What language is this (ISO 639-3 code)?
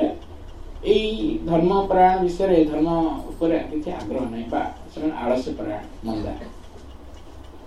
ori